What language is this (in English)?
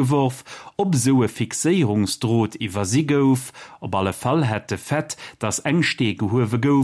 Luxembourgish